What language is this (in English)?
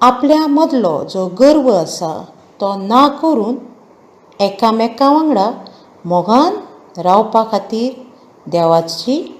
Konkani